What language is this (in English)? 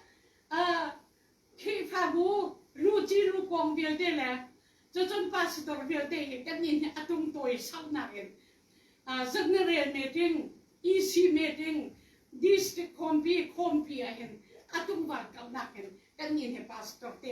Hakha Chin